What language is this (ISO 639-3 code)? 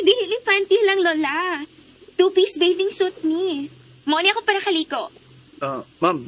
ceb